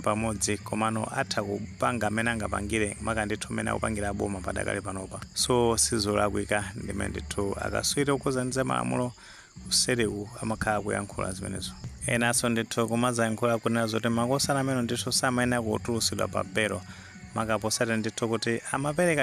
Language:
Nyanja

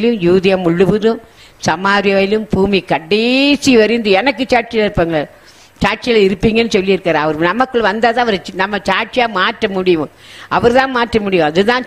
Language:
Tamil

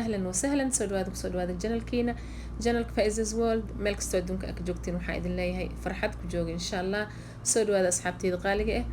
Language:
Somali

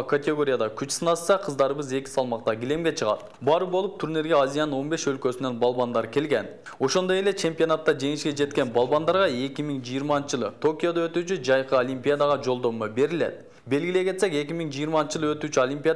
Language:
Kyrgyz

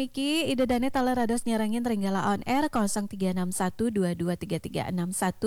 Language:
Balinese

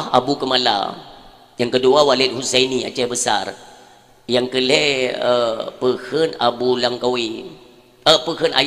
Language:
Achinese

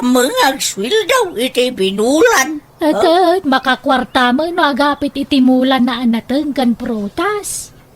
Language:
Iloko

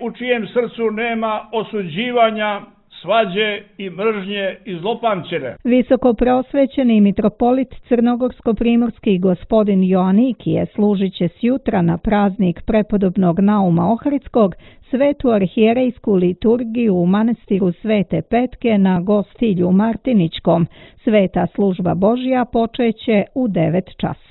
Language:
Serbian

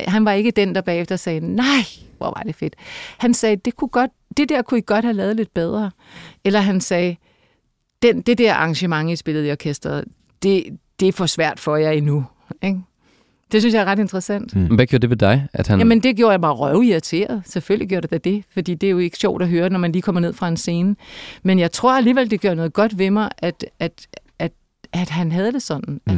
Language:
Danish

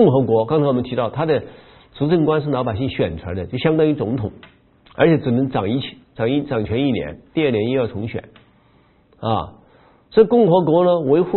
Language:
Chinese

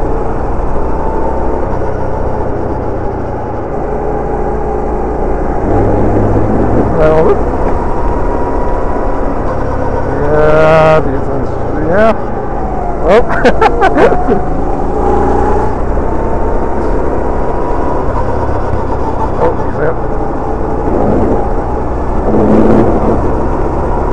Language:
Dutch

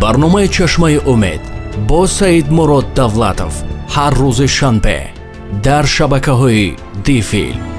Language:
Tajik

